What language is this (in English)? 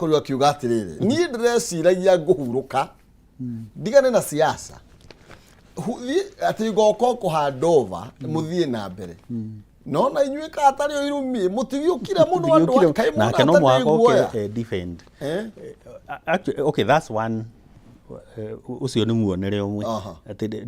Kikuyu